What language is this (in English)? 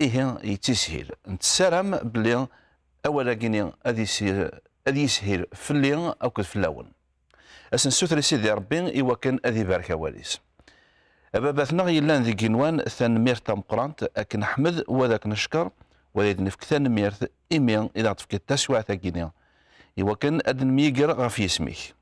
Kabyle